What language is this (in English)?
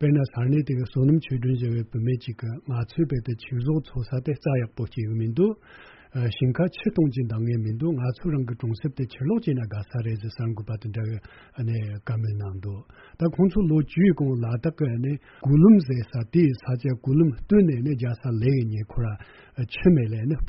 Tibetan